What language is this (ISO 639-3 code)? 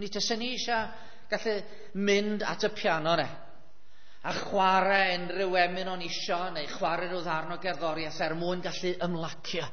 cym